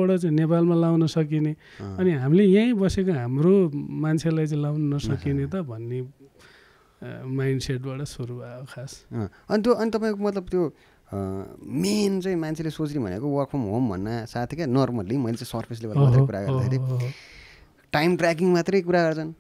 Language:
Nepali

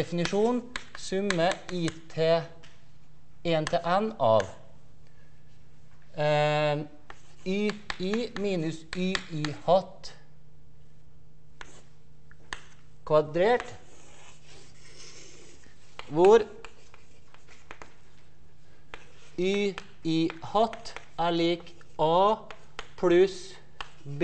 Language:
Norwegian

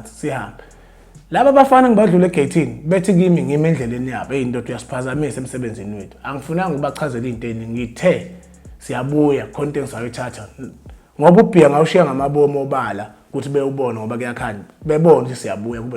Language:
Zulu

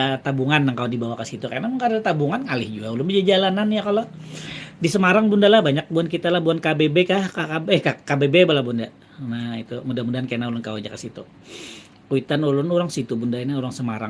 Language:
Banjar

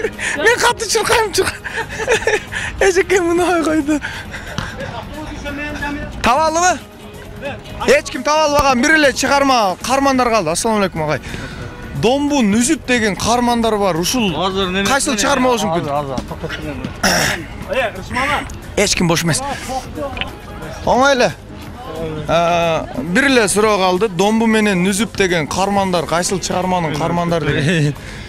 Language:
Kyrgyz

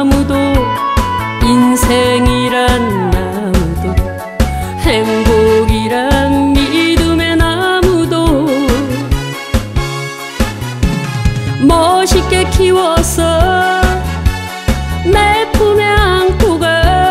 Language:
Korean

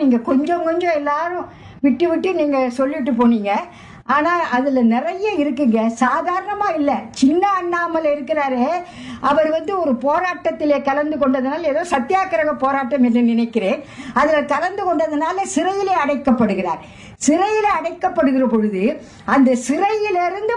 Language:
Tamil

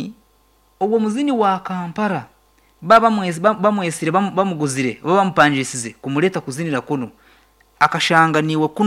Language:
Nyankole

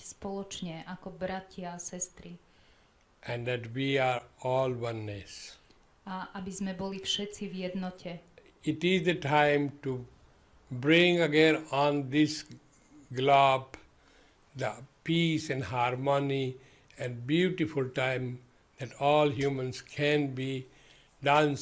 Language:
Slovak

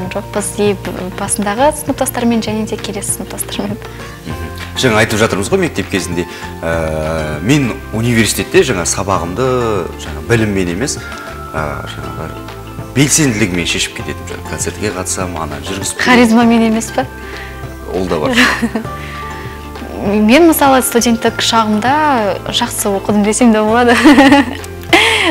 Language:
Kazakh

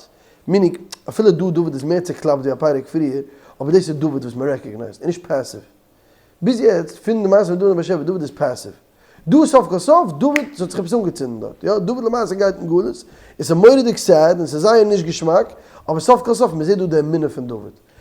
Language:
Yiddish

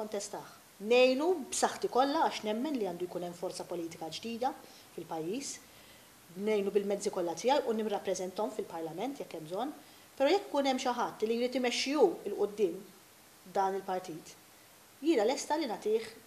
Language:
Maltese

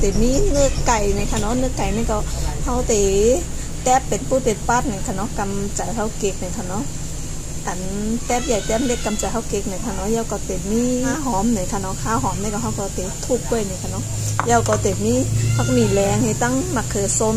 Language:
Shan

